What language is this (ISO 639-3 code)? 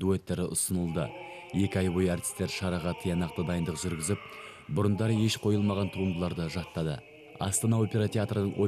kaz